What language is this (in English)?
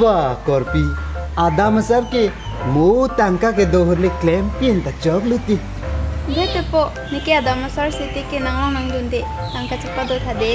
Karbi